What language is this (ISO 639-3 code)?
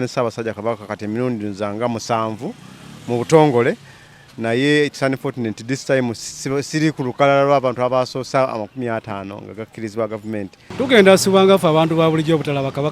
lug